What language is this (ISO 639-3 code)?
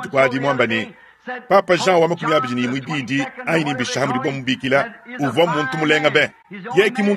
lua